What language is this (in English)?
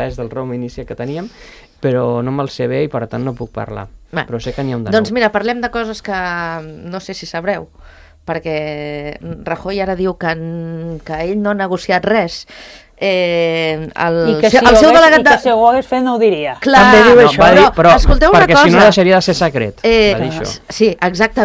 Catalan